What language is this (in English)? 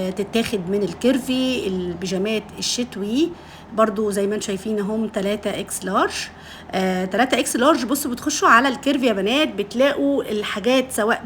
Egyptian Arabic